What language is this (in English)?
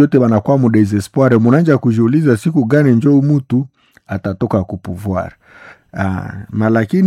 Swahili